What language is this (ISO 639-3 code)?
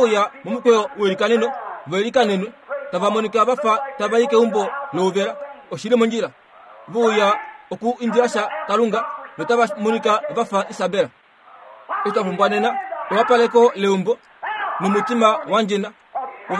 kua